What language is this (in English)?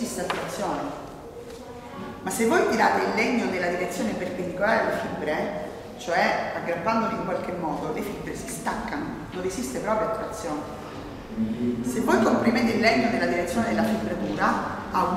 Italian